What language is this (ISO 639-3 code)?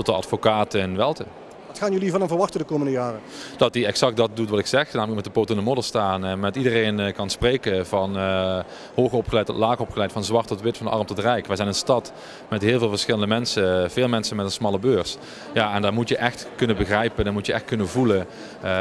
nld